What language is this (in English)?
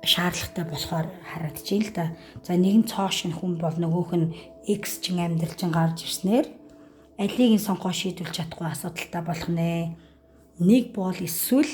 Mongolian